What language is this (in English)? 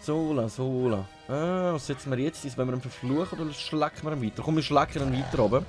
Swiss German